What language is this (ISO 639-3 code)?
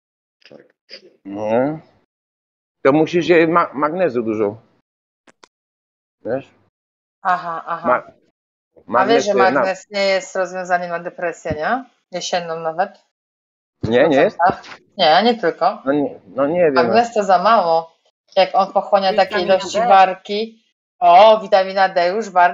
pol